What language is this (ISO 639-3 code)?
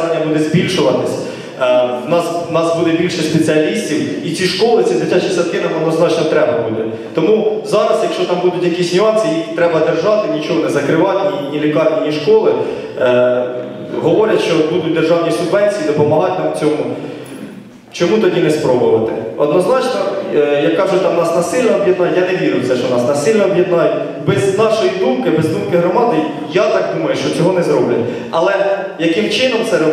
ukr